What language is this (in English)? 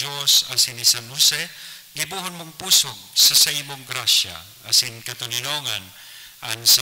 Bikol